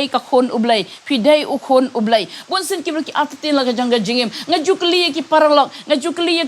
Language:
Khasi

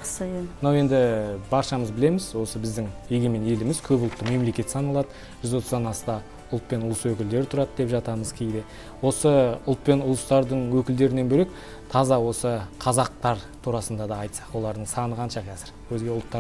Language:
Kazakh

